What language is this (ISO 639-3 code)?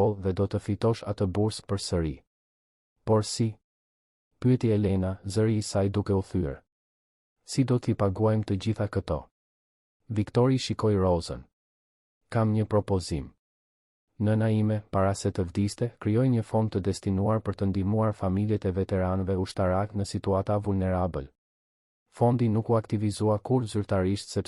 sqi